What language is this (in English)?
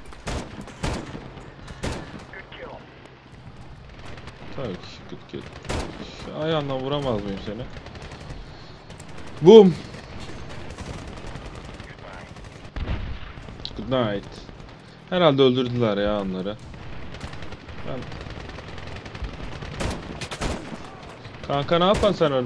Turkish